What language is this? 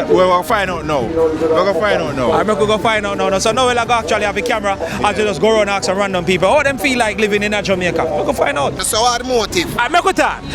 Jamaican Creole English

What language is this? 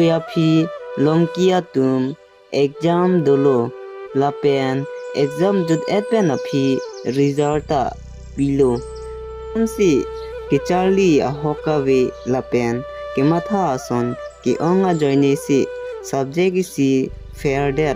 Karbi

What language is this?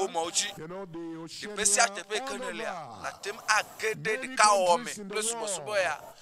Ewe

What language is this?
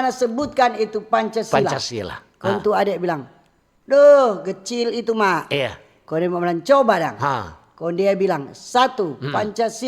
Manado Malay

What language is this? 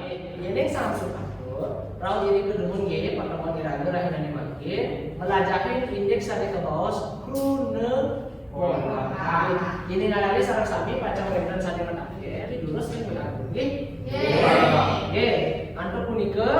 Balinese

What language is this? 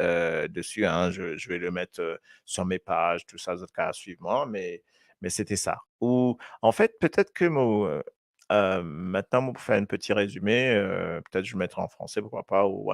Morisyen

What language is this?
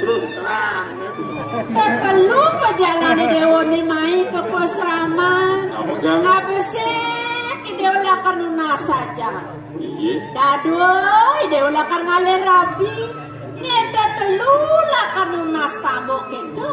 Balinese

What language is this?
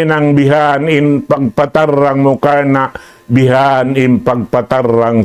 Tausug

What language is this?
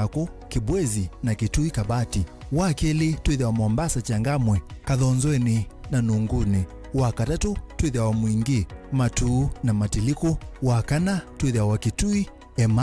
Kamba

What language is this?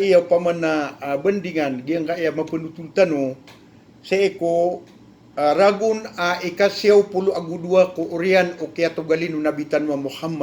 Maranao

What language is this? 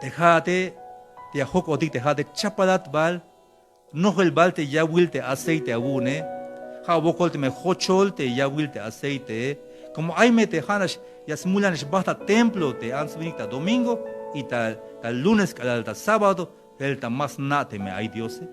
Tzeltal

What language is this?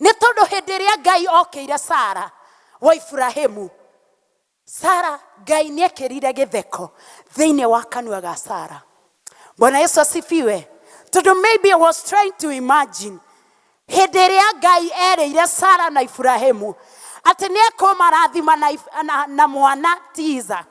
Kikuyu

